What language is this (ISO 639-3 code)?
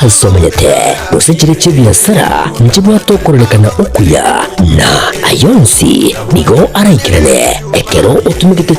guz